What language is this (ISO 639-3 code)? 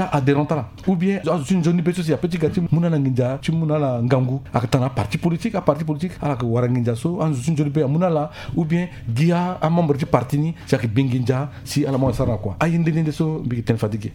sag